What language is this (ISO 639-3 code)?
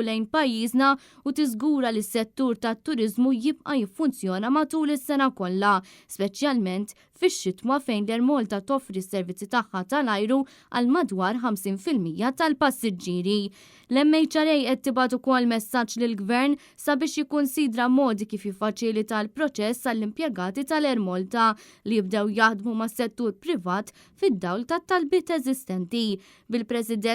mlt